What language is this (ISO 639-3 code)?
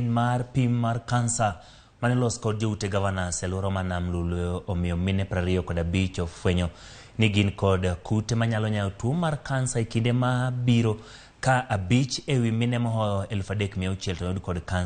luo